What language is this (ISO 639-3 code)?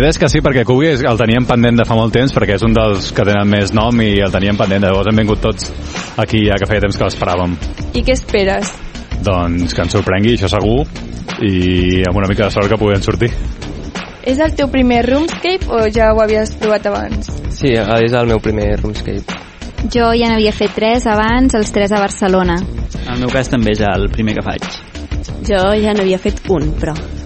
cat